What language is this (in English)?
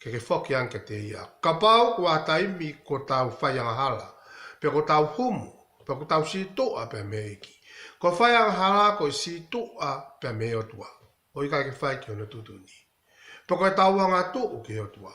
Tongan